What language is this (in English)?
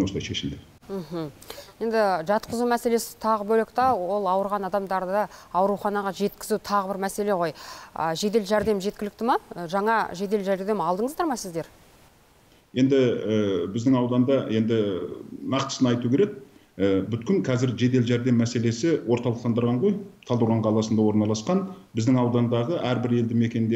Kazakh